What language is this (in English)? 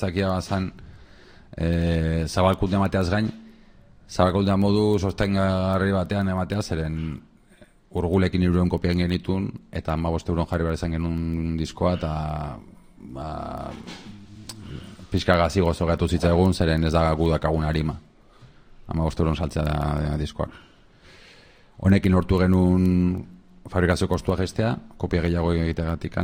Basque